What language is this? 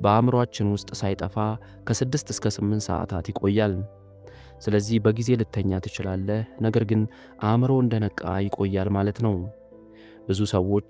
Amharic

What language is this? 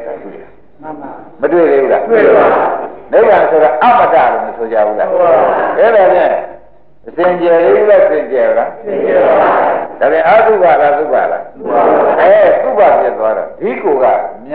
Burmese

